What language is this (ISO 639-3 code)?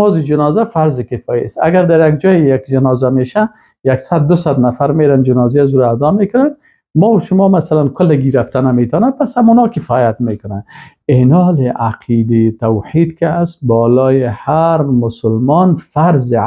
fas